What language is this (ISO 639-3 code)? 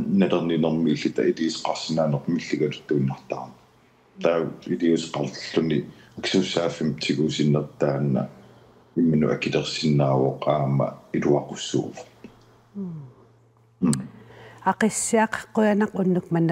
kal